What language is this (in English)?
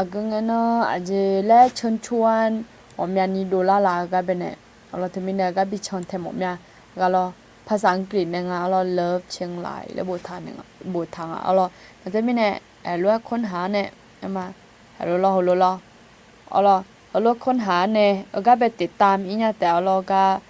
Akha